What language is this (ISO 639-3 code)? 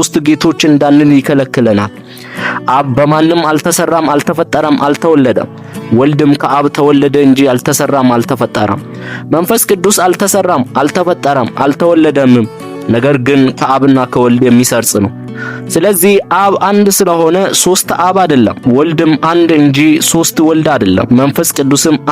amh